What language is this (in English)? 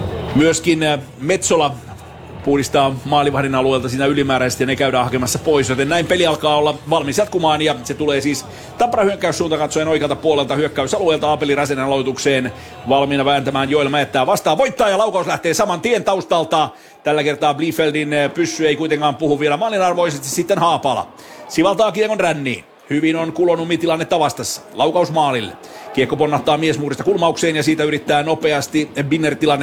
Finnish